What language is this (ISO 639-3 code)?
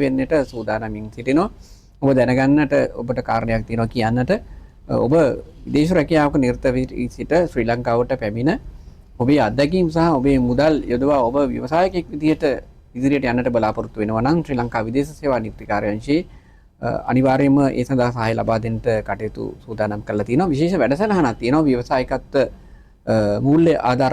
sin